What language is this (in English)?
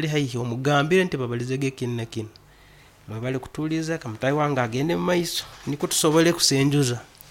Nyoro